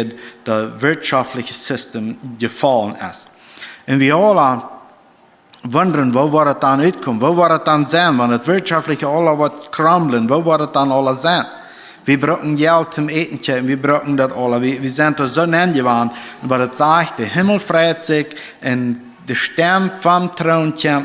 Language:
Plautdietsch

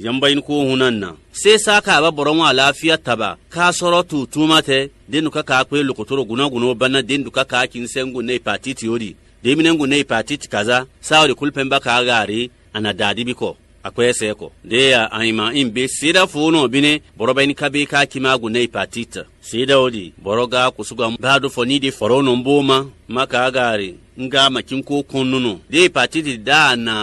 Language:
Fon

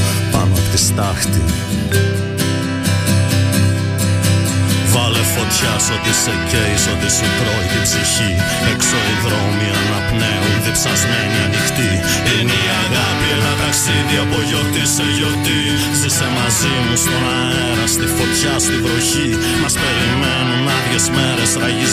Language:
Greek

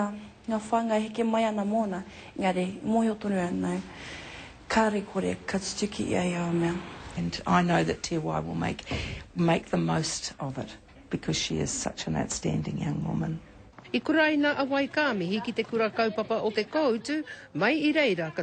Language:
Māori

